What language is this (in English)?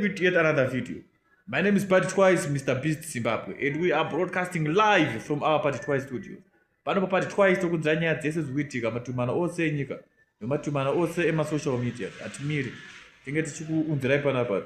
Shona